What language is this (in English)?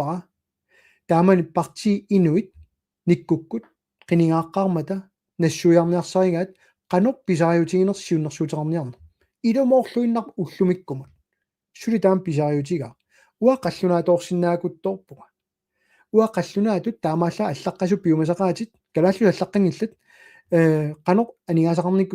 Kalaallisut